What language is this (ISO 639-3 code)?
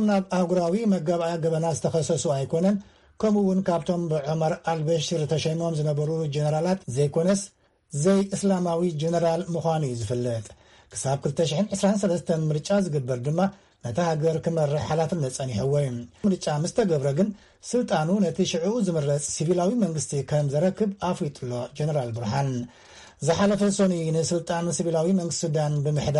tir